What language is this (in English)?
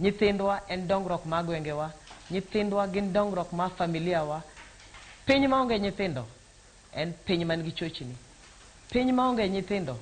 Luo (Kenya and Tanzania)